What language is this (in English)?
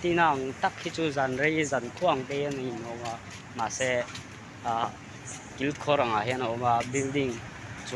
Mizo